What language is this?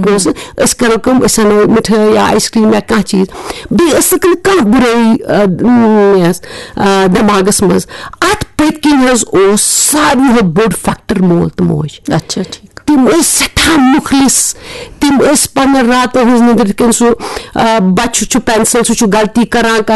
Kashmiri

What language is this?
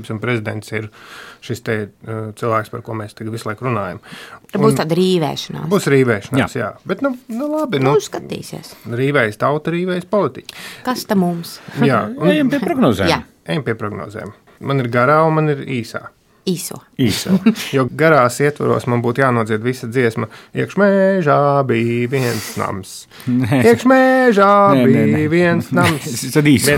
Latvian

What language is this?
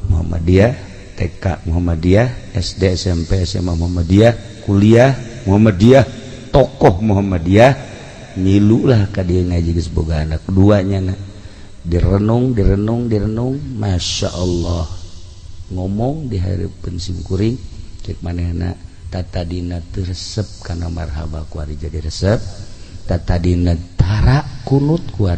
Sundanese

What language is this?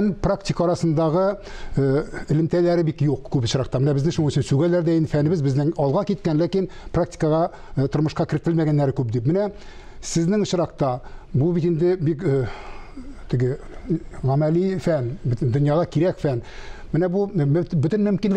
Tatar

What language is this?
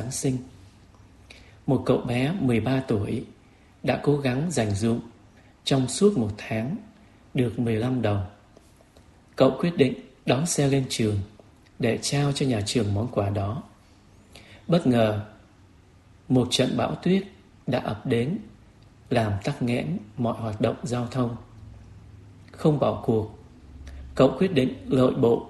Vietnamese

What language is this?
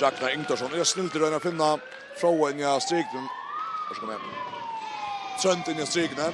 Faroese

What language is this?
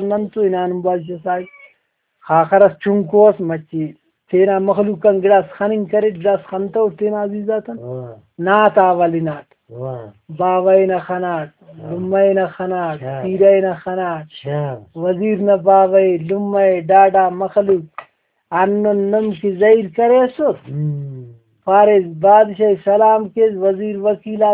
Brahui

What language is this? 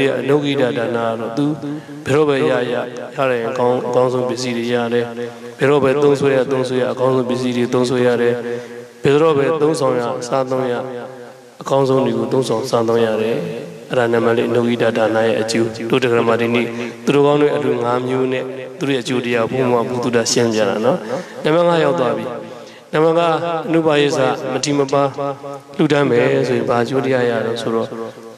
Burmese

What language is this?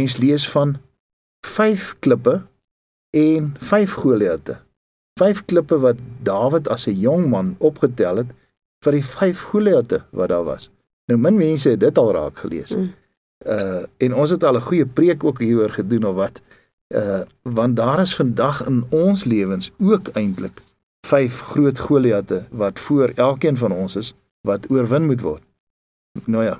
Afrikaans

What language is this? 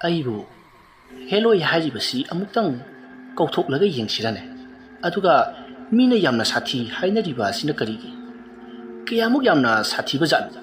Manipuri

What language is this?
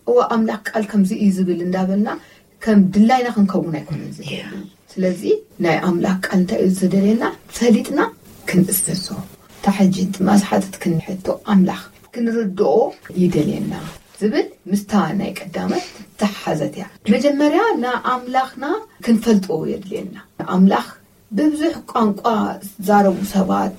Tigrinya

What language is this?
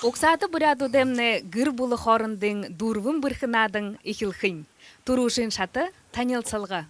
Buriat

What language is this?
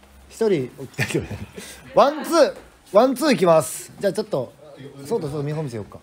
Japanese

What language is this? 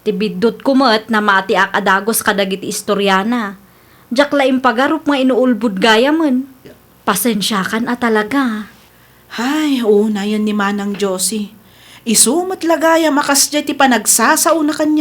Iloko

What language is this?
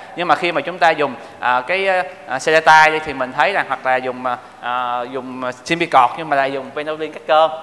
Vietnamese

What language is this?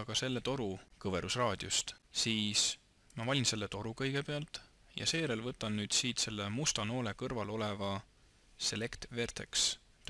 Estonian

